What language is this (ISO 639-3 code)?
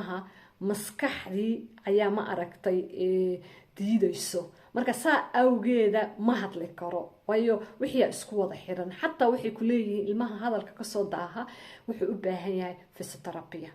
som